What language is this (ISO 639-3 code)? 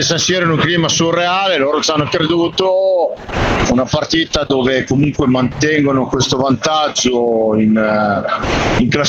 ita